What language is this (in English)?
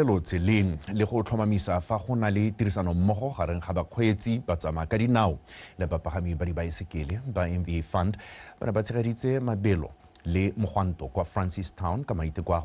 Tswana